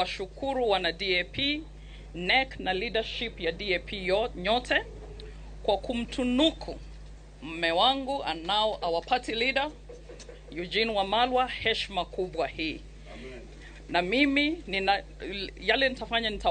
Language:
Luo (Kenya and Tanzania)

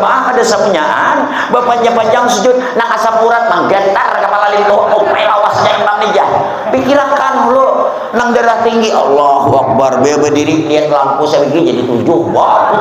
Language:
Banjar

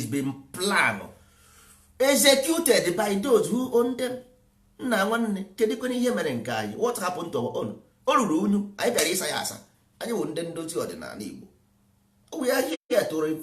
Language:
Igbo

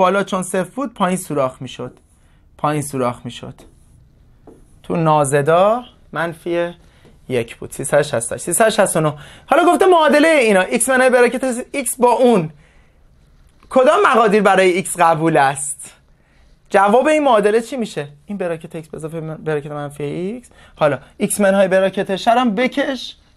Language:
Persian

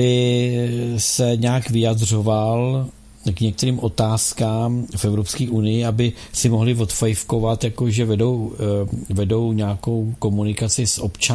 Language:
Czech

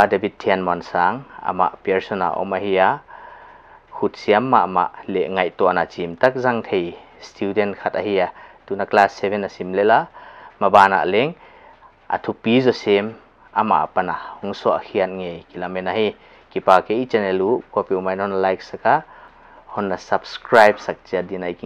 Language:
Paite Chin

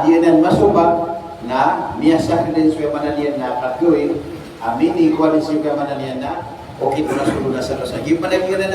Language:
Maranao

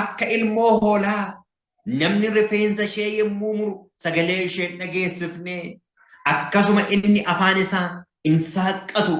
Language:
Oromo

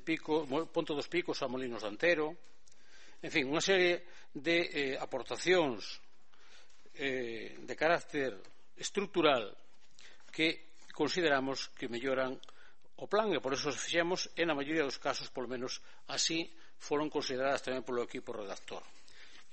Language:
Galician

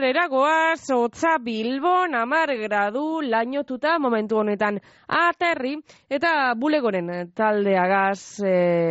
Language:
Basque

